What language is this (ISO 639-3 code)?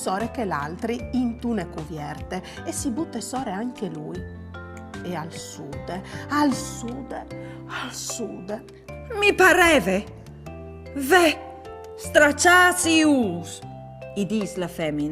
fur